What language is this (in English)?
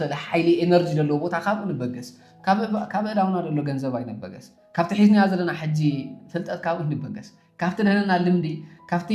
Tigrinya